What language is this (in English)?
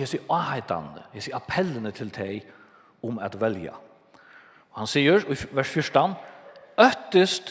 Faroese